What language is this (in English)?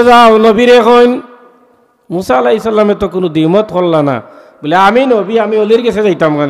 Sylheti